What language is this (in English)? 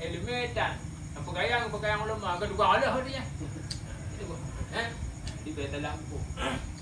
Achinese